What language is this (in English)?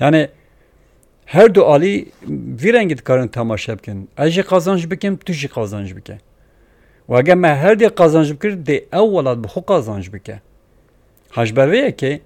Kurdish